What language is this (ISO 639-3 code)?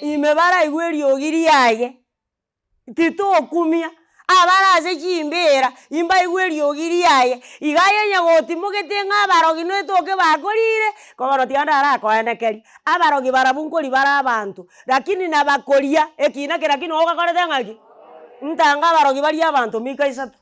guz